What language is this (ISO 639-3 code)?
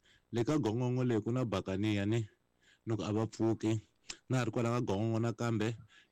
tso